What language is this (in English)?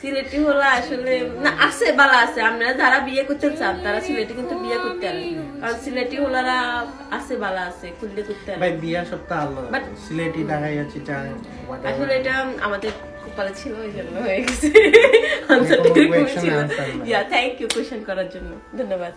Sylheti